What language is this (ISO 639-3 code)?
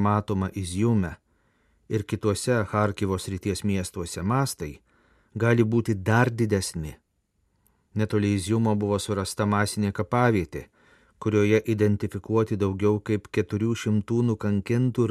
lit